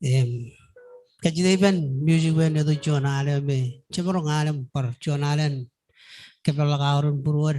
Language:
Marshallese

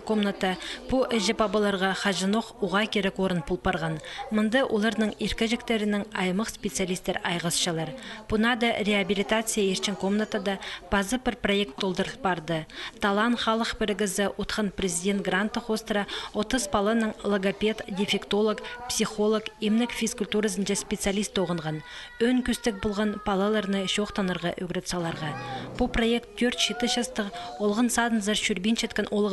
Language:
Khakas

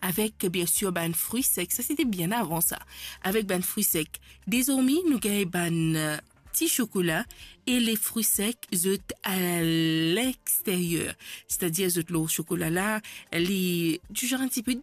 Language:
Morisyen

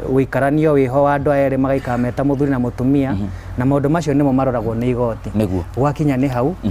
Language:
Kikuyu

